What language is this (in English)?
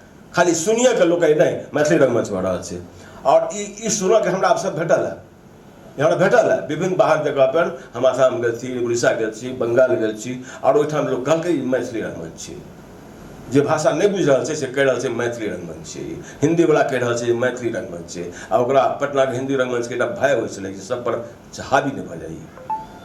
Maithili